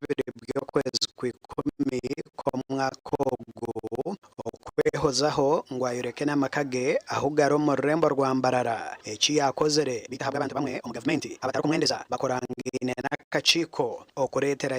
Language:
Nyankole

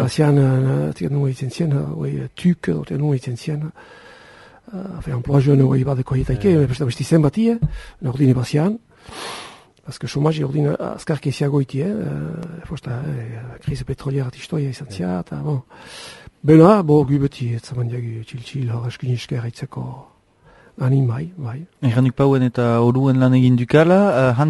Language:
Basque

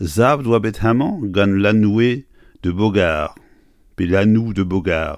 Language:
Breton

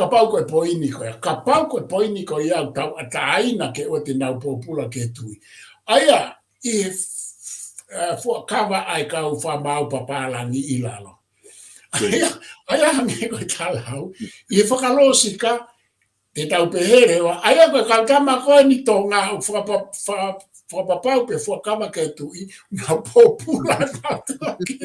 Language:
Tongan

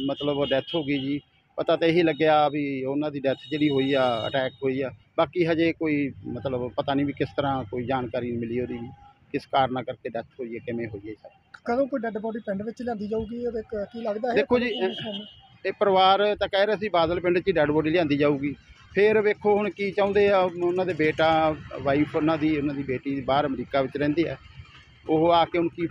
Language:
Punjabi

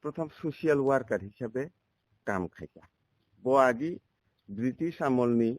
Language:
Kok Borok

